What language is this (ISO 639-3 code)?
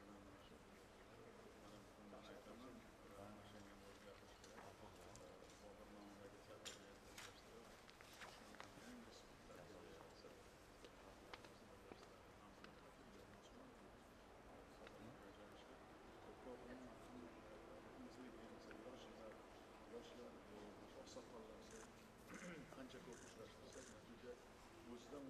uzb